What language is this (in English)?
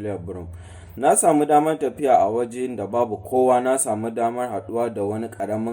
Hausa